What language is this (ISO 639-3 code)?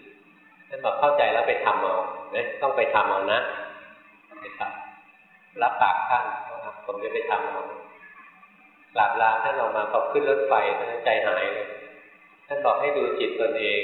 tha